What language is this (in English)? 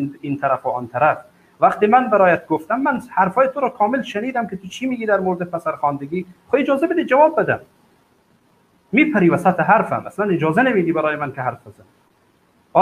Persian